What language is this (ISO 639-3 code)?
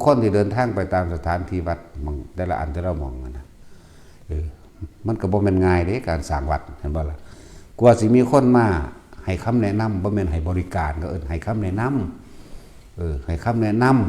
tts